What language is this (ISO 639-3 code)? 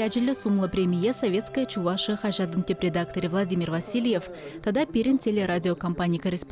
chv